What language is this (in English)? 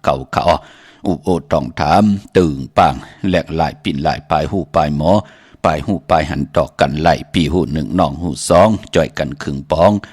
Shan